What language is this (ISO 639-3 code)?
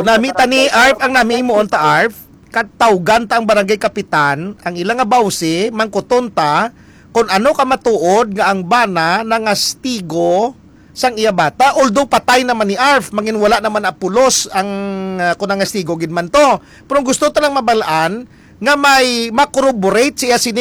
hil